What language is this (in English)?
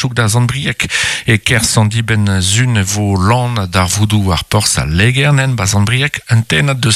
Breton